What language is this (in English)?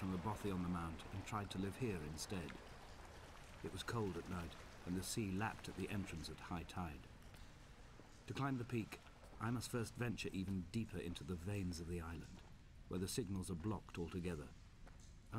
English